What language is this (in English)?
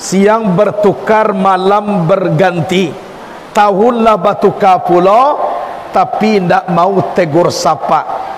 Minangkabau